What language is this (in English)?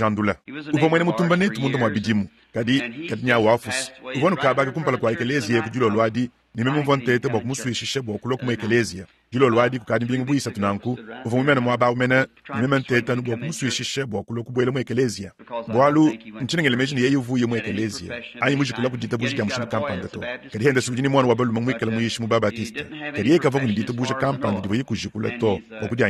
Luba-Lulua